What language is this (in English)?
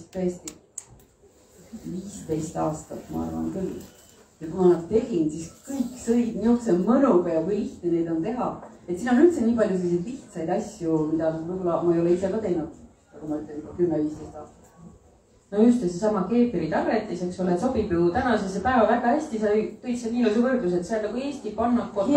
Estonian